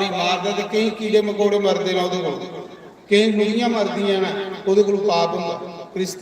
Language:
Dogri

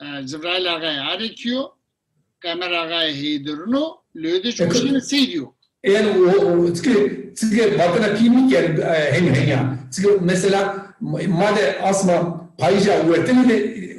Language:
Zaza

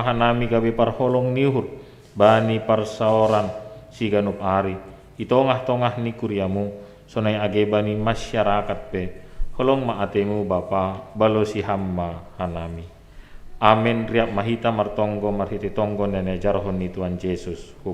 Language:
Batak Simalungun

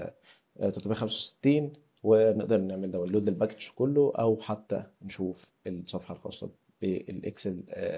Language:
Egyptian Arabic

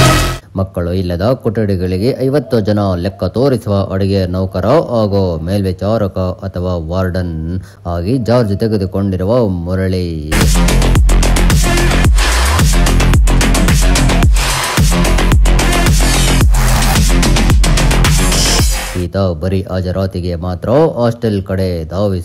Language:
Kannada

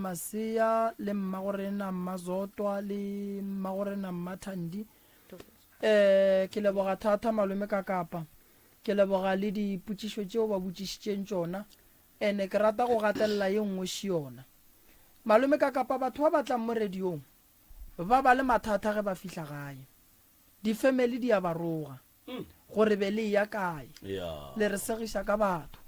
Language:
Northern Sotho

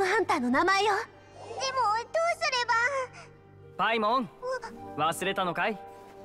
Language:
Japanese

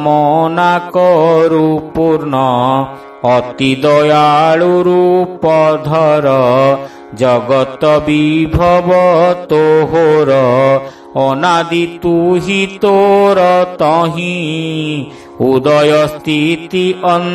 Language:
Odia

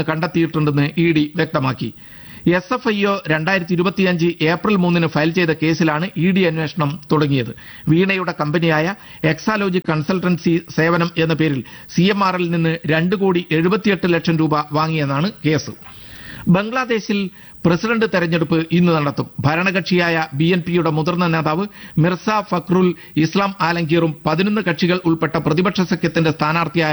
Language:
Malayalam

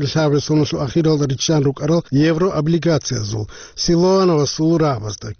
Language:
Avaric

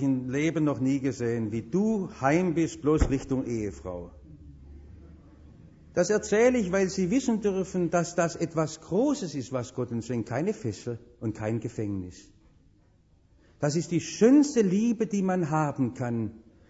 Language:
German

